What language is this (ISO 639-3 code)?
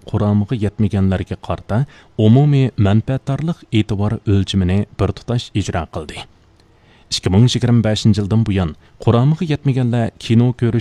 uig